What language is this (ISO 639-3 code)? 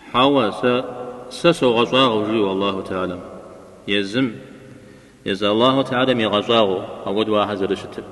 kbd